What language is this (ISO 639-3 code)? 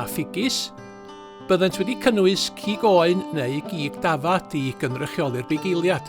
cym